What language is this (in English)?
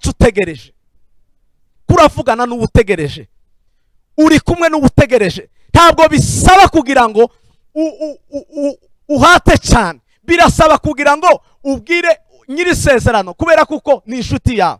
Kinyarwanda